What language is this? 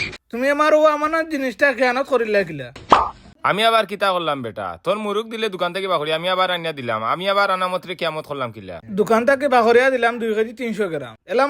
Sylheti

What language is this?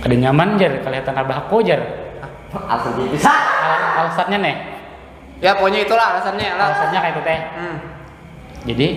Banjar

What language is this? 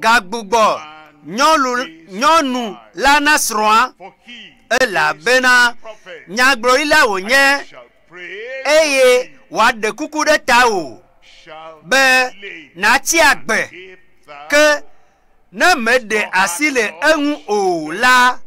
Ewe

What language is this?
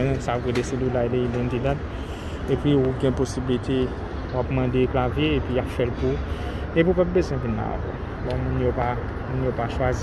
Haitian Creole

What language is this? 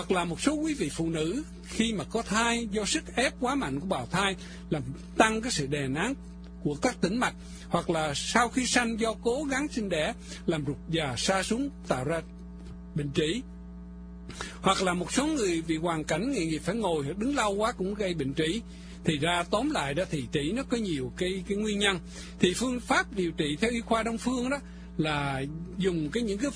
Vietnamese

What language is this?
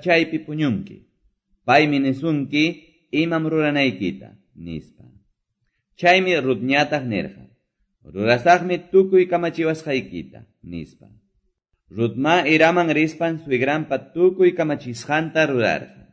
Ayacucho Quechua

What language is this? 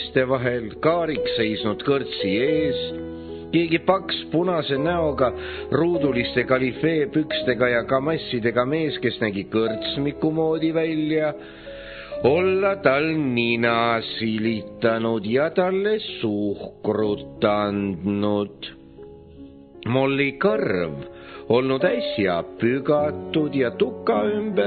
Estonian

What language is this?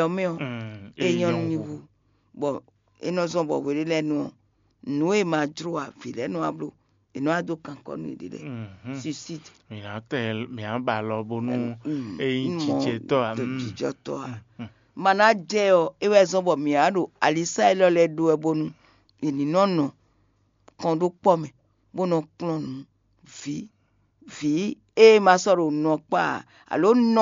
Fon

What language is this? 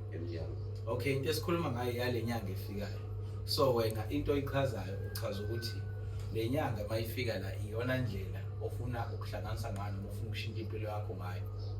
Zulu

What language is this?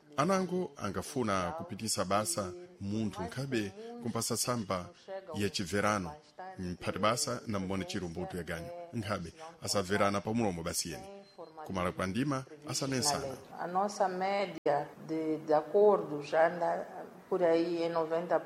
Sena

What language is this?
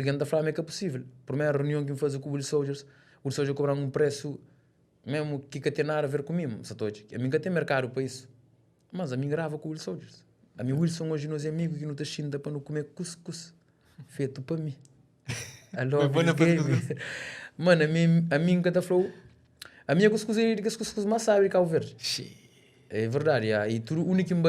Kabuverdianu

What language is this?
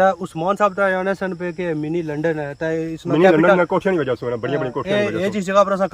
Pahari-Potwari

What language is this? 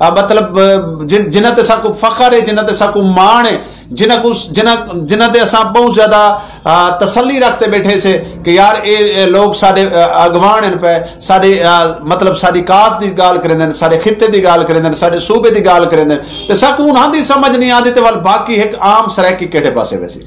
Saraiki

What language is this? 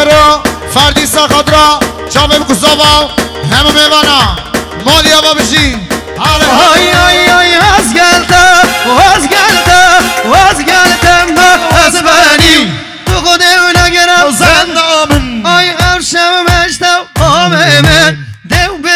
Kurdish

